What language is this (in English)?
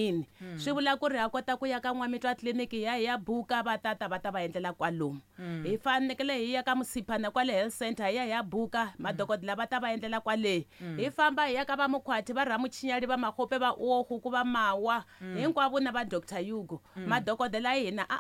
Tsonga